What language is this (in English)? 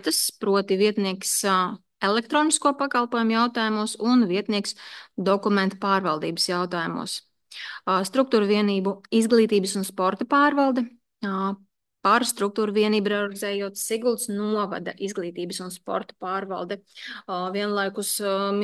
Latvian